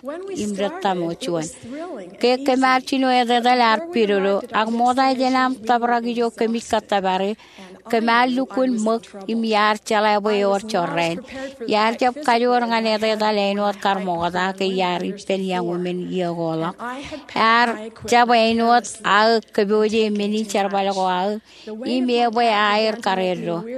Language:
Marshallese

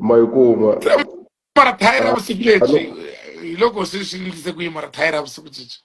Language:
Tsonga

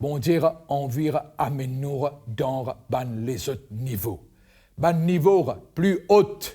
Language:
Morisyen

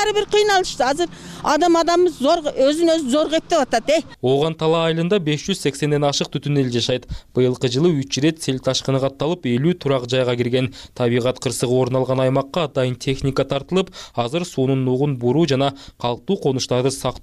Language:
Kyrgyz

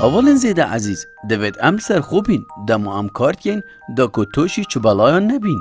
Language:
Kurdish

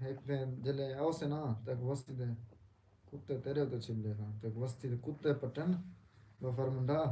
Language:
Saraiki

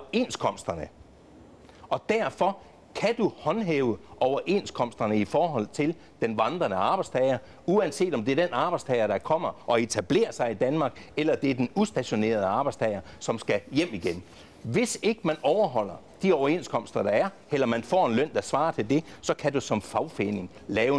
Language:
Danish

